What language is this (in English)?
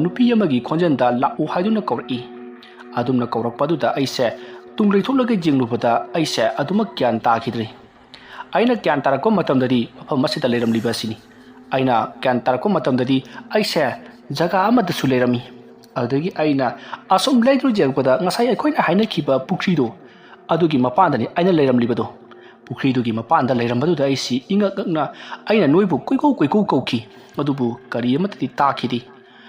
Manipuri